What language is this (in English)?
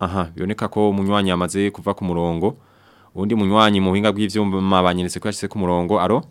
Rundi